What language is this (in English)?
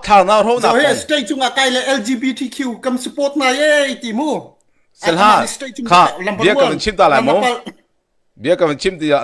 Hakha Chin